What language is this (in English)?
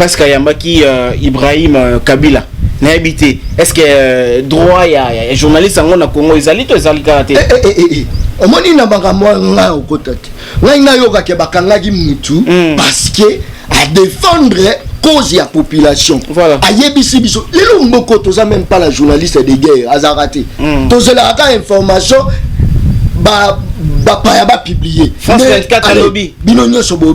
Lingala